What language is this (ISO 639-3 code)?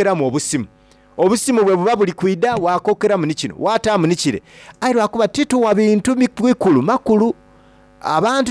xog